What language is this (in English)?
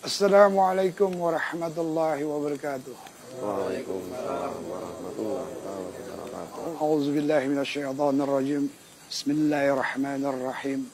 Banjar